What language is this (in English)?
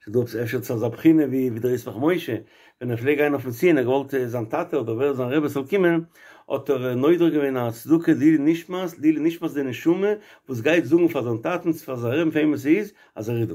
Yiddish